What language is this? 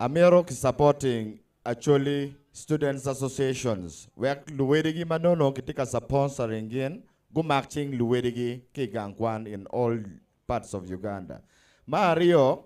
Acoli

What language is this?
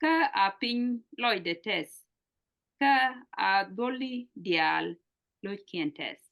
Nuer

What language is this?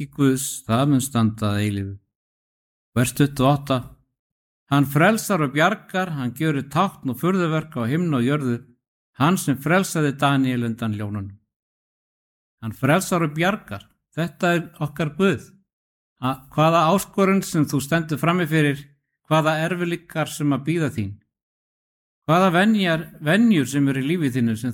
Icelandic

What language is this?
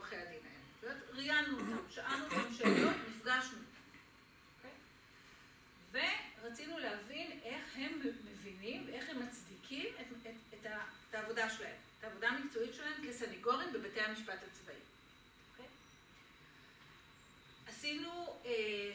Hebrew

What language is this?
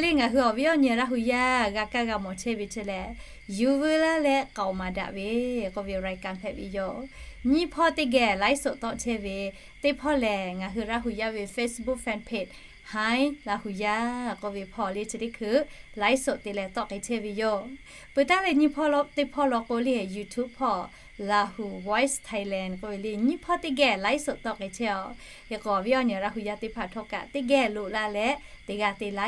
Lahu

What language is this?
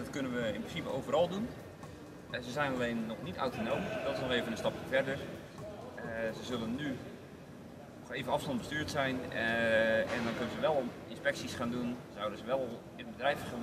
Dutch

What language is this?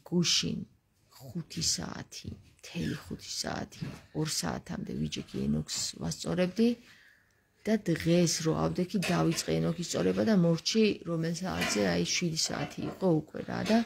Georgian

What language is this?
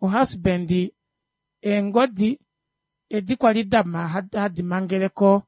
Kuanyama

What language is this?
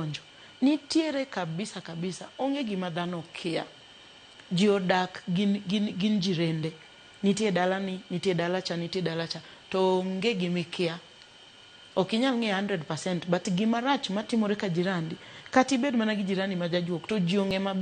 Luo (Kenya and Tanzania)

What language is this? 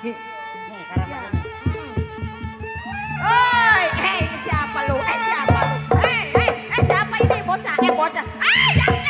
Betawi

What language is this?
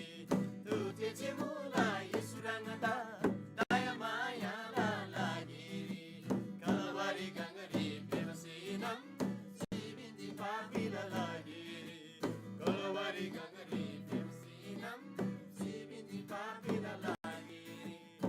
Eastern Tamang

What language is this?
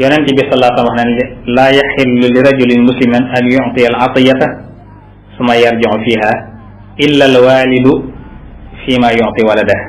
Wolof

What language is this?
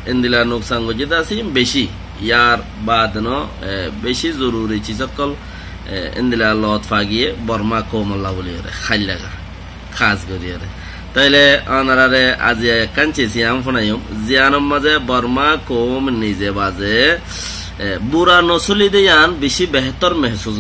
Rohingya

